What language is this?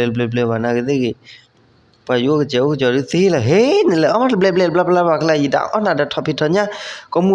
S'gaw Karen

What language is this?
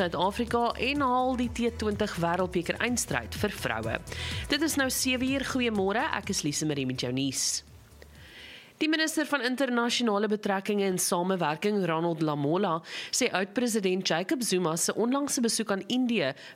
Afrikaans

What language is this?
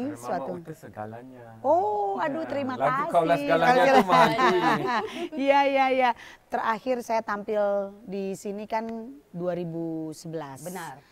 Indonesian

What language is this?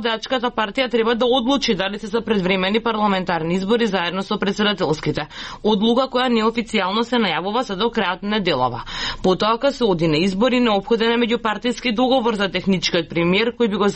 Macedonian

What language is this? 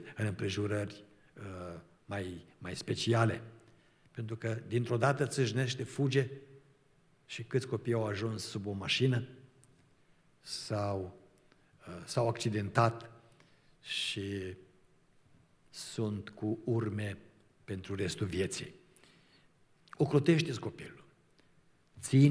Romanian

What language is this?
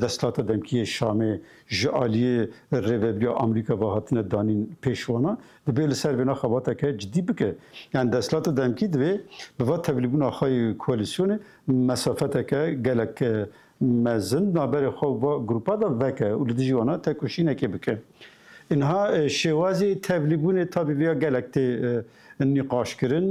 Kurdish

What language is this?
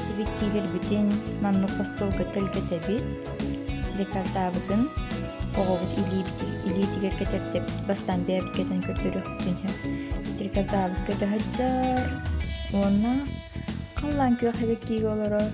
Yakut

